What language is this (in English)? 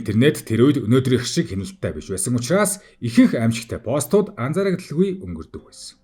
Mongolian